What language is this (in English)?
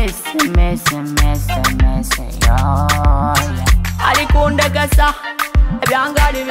Nyoro